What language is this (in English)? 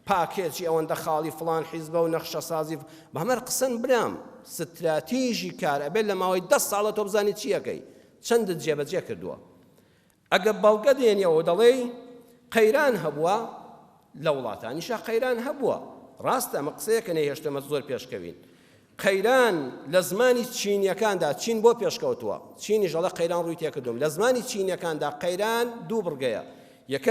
Central Kurdish